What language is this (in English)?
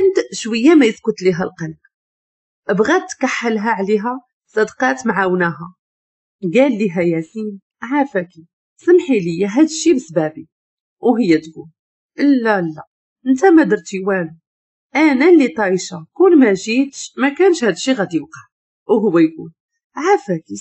Moroccan Arabic